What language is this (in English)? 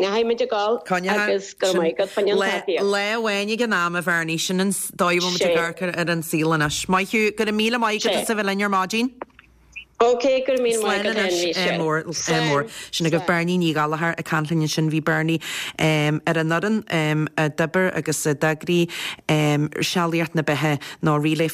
Irish